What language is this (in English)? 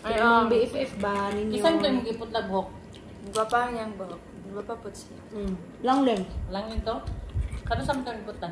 Cebuano